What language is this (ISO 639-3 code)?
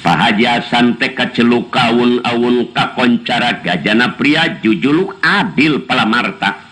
sun